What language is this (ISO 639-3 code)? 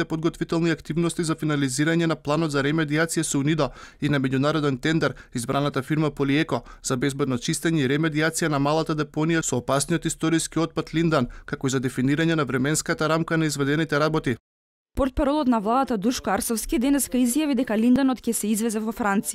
mkd